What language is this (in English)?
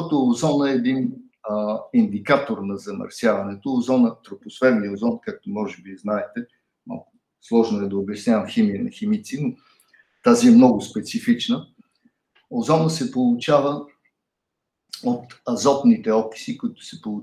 Bulgarian